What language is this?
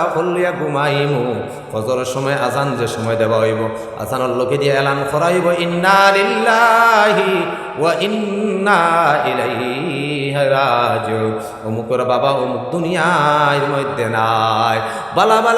Sylheti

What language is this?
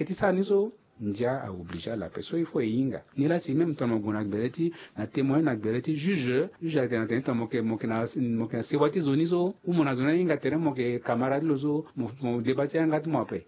Sango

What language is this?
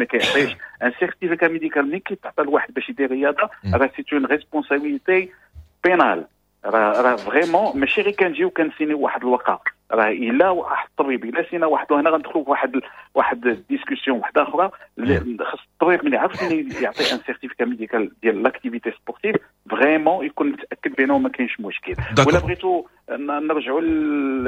Moroccan Arabic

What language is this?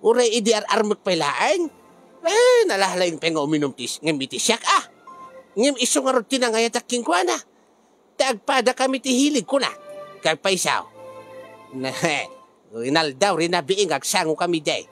Iloko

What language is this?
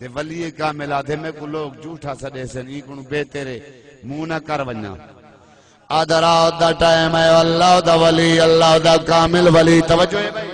Saraiki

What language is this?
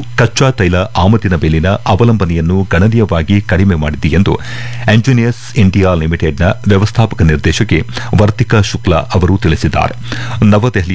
Kannada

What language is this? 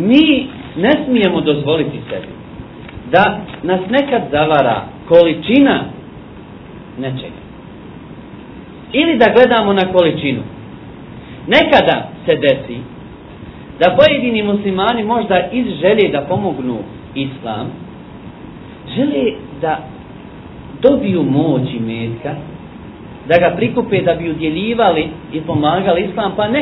Bosnian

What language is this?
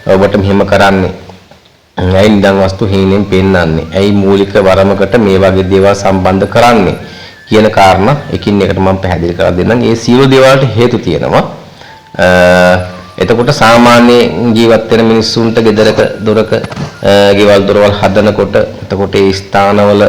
Sinhala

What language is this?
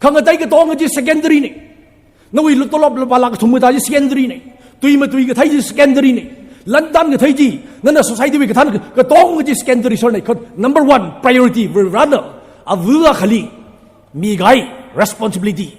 Tangkhul Naga (India)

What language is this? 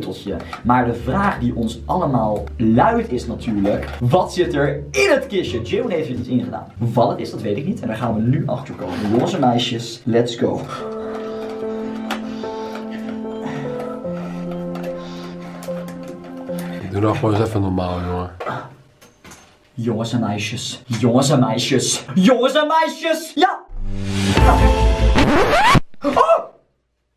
Dutch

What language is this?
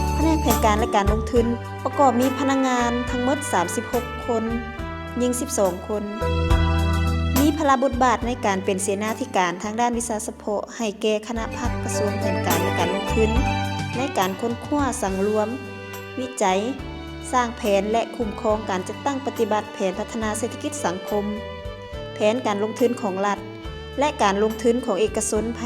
Lao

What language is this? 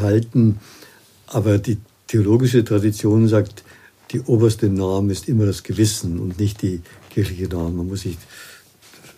German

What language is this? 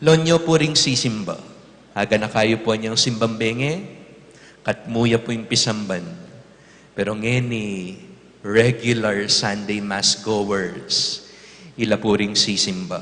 Pampanga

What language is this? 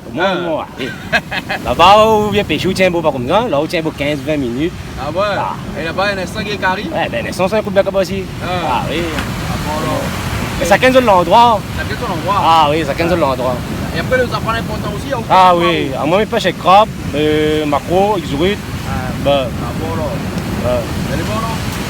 Réunion Creole French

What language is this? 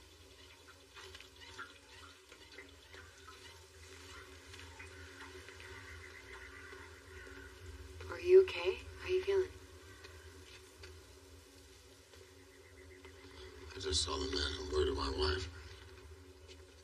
English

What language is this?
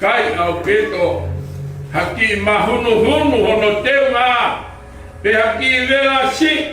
Tongan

